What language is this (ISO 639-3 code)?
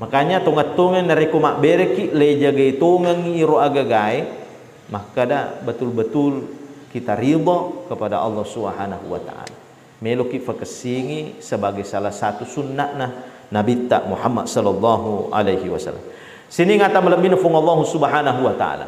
bug